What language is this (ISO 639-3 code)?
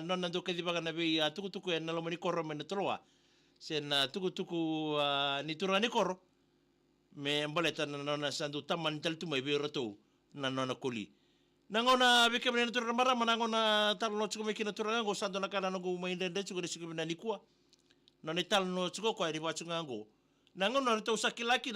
fij